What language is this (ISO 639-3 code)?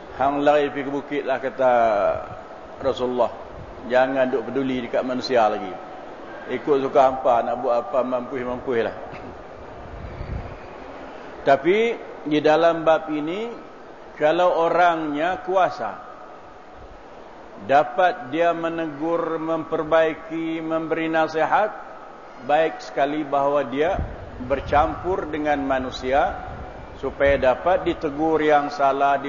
msa